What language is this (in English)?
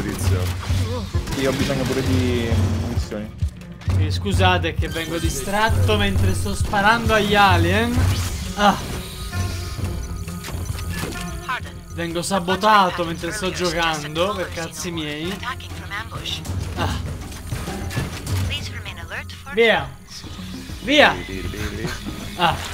Italian